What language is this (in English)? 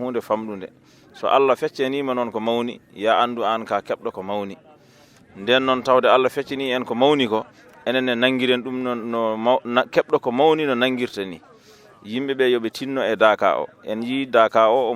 Fula